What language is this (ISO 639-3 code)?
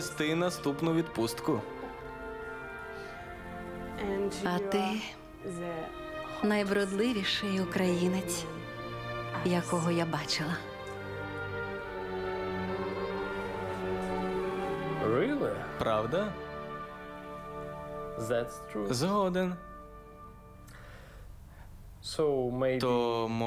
ukr